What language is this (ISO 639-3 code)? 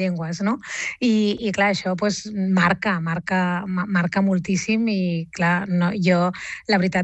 cat